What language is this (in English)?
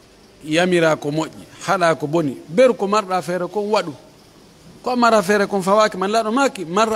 Pular